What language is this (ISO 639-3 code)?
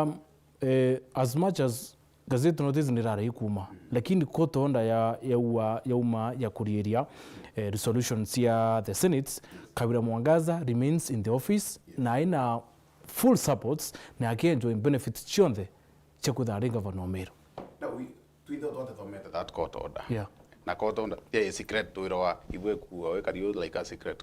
mer